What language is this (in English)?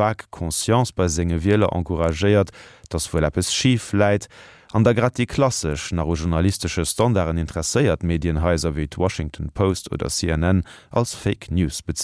Luxembourgish